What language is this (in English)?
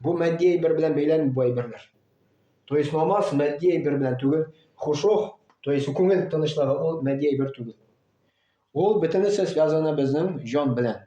Tatar